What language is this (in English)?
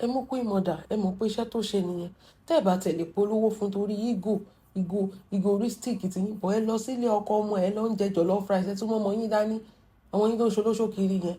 Yoruba